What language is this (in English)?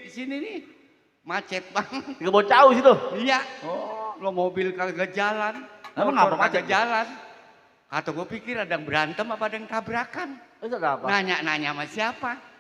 Betawi